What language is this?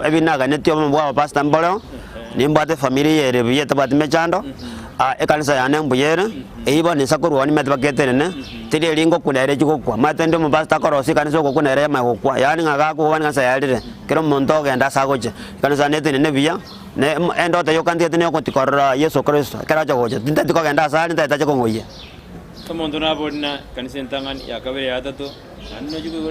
Gusii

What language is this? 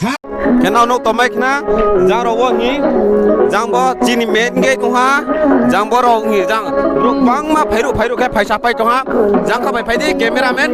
Riang (India)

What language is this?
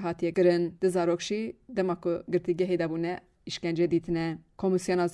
Kurdish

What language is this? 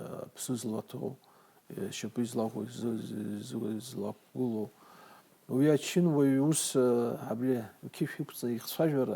Abkhazian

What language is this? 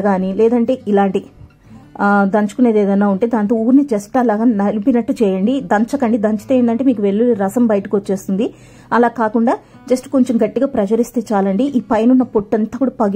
Telugu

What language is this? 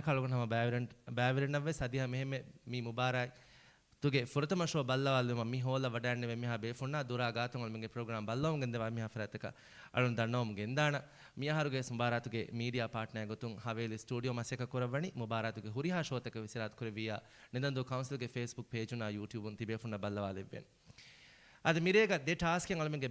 Divehi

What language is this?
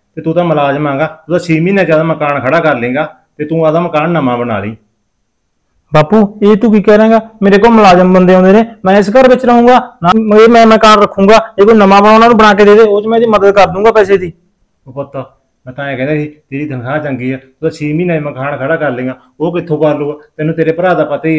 Punjabi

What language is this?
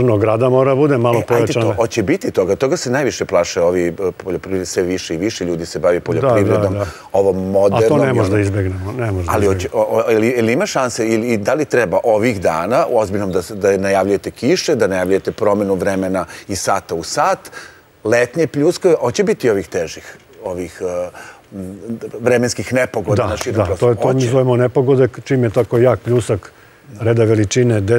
Serbian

